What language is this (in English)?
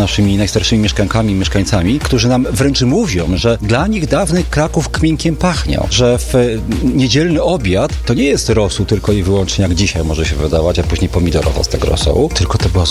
Polish